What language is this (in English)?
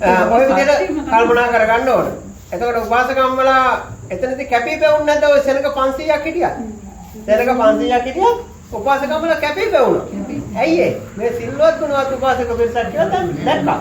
Sinhala